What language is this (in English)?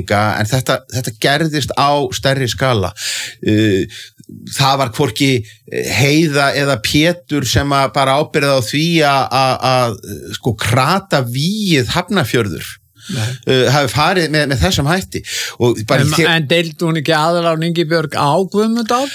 Icelandic